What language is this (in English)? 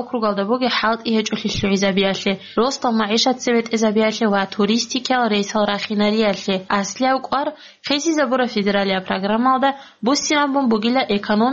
Avaric